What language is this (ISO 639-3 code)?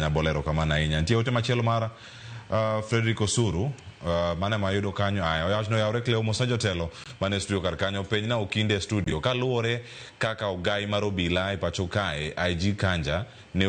luo